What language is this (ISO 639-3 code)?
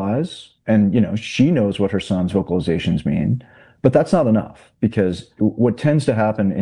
eng